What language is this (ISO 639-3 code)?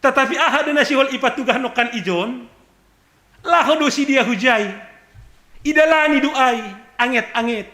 bts